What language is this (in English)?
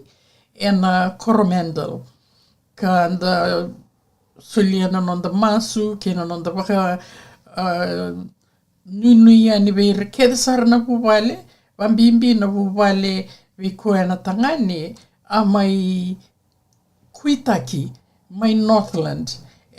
Fijian